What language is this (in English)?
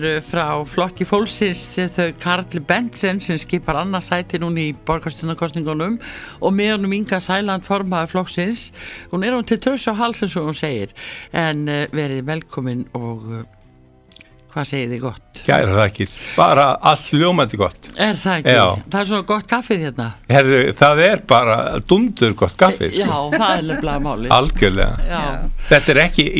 Icelandic